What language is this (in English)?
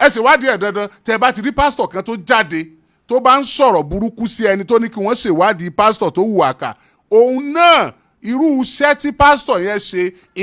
Yoruba